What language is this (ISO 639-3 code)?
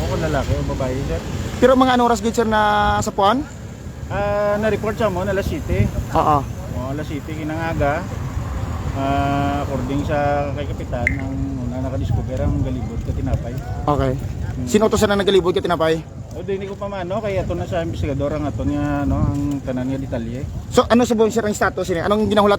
hil